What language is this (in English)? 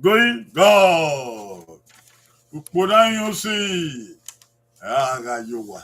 Bini